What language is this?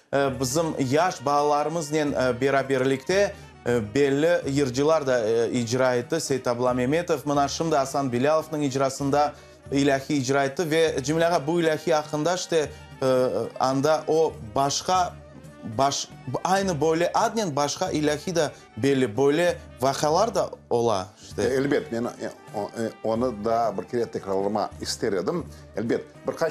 Crimean Tatar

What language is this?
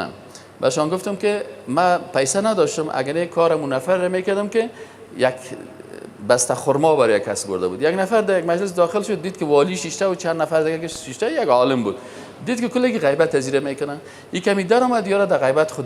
Persian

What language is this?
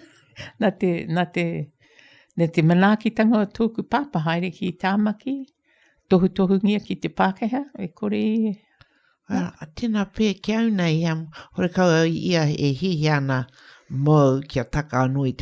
Māori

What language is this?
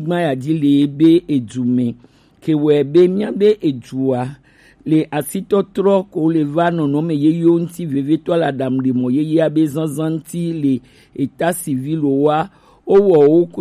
Gen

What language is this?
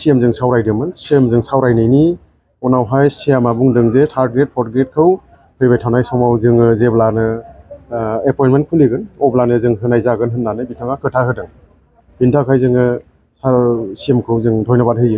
Bodo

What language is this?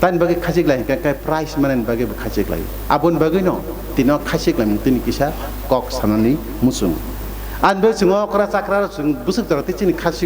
Kok Borok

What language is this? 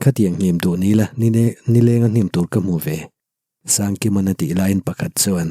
Mizo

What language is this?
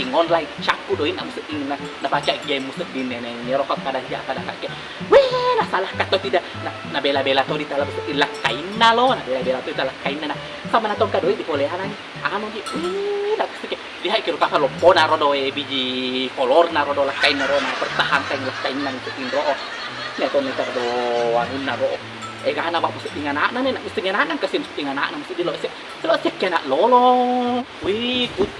Buginese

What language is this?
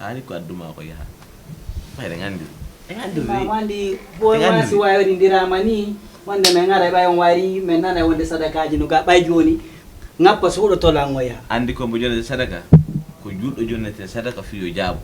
Fula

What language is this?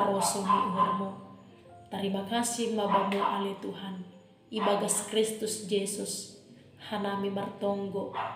Batak Simalungun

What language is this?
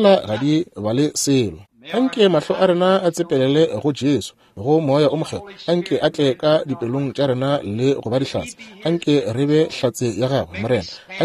Northern Sotho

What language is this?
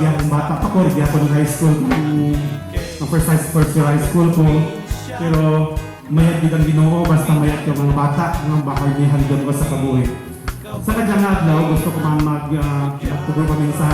Kinaray-a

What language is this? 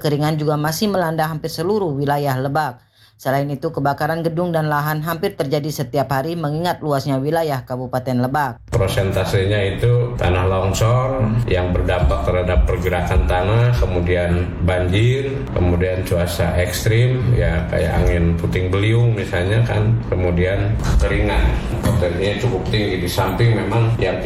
Indonesian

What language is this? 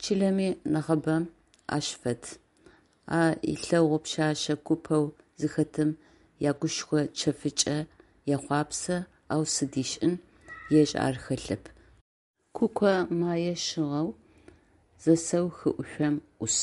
Adyghe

